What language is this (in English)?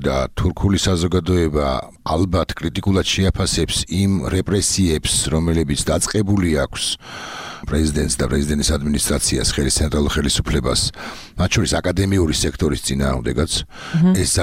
Georgian